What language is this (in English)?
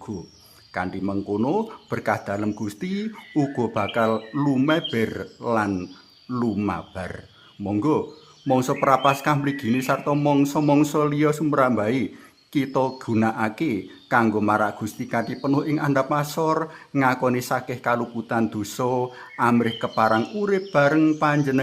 Javanese